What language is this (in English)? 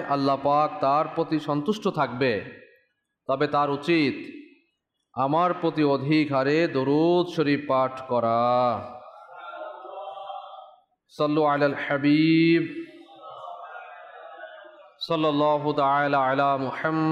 Bangla